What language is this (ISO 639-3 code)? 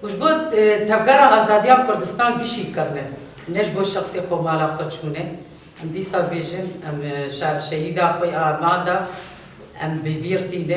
kur